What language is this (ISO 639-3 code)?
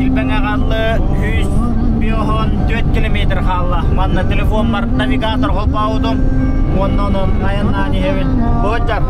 sah